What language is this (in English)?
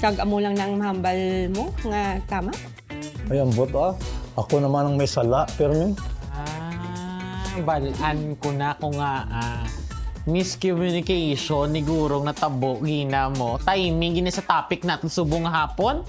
Hiligaynon